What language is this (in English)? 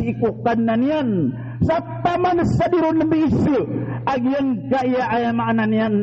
Maranao